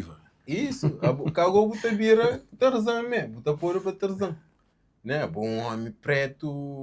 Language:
Kabuverdianu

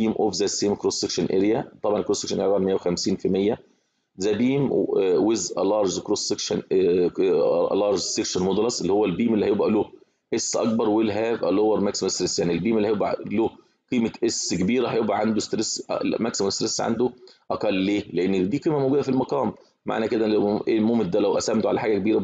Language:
Egyptian Arabic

